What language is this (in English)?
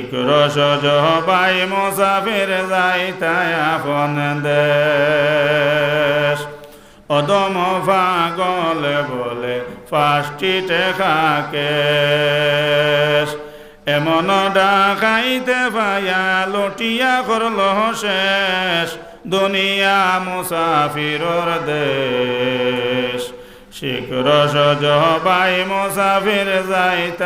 Sylheti